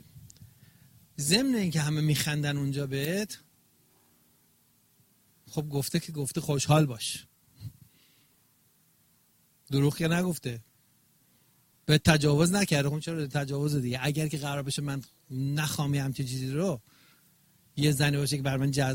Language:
Persian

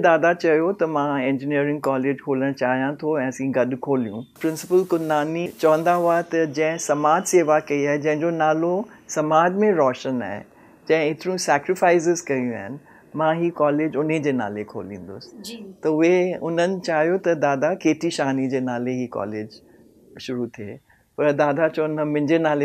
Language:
Sindhi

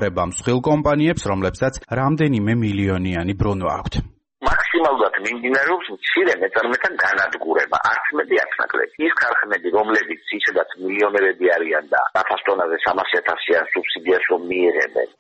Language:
Georgian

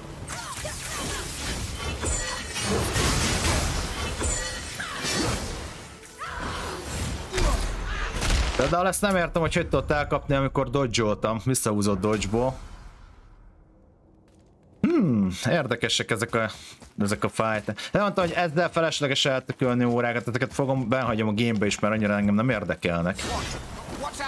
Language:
Hungarian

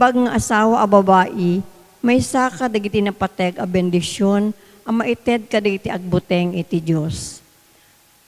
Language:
Iloko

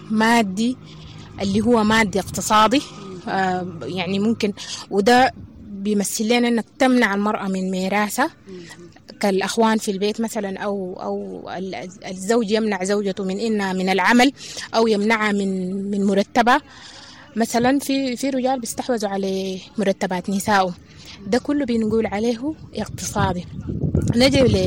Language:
Sudanese Arabic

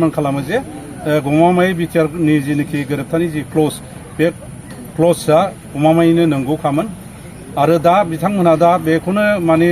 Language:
Bodo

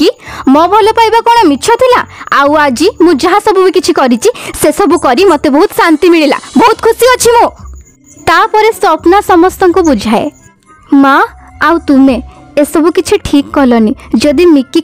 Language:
Odia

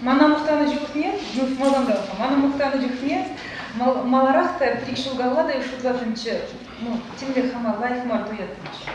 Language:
Chuvash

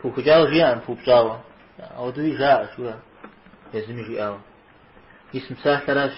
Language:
Kabardian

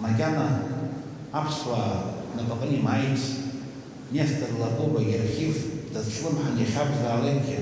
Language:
Abkhazian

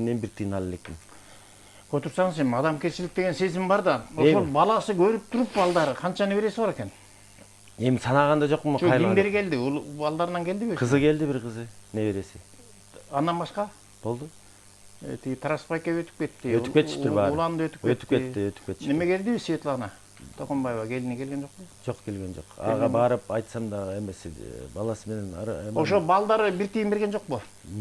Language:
Kyrgyz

